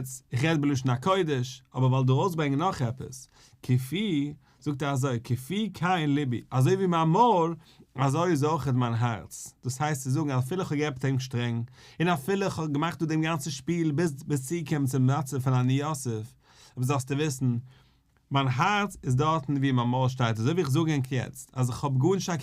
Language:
Yiddish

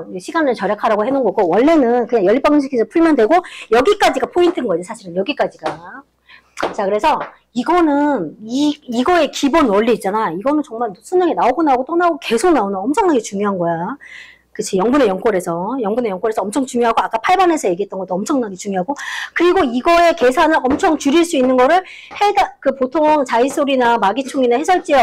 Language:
Korean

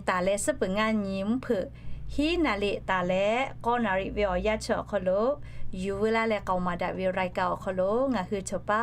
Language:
Lahu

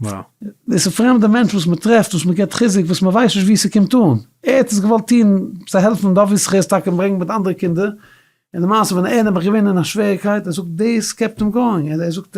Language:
Yiddish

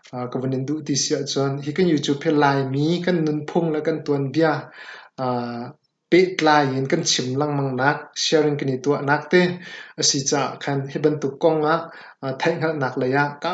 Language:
Hakha Chin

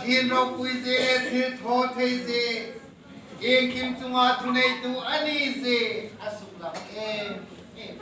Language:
Hmar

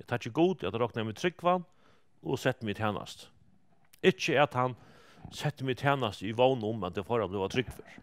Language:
Faroese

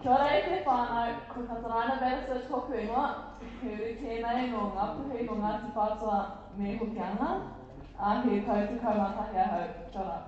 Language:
Māori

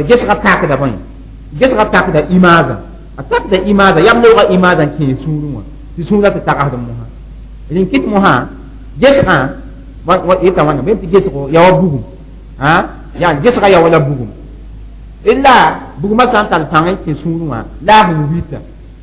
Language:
Mossi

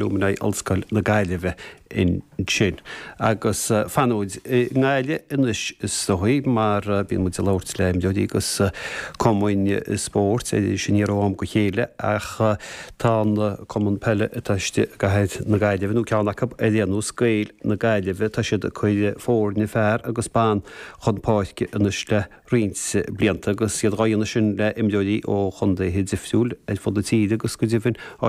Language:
Irish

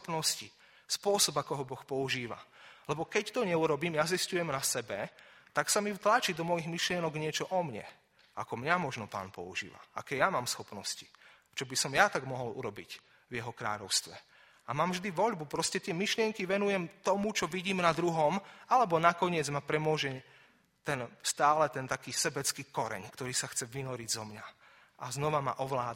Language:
Slovak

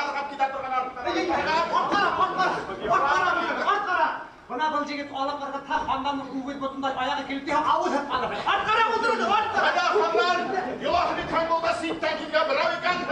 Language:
Bashkir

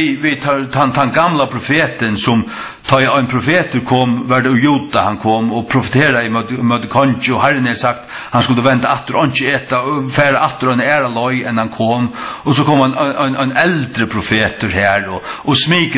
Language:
Faroese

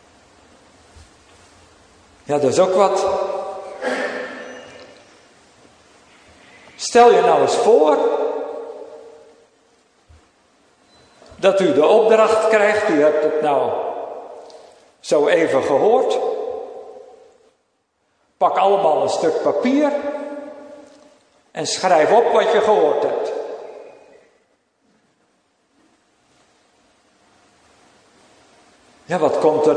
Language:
Dutch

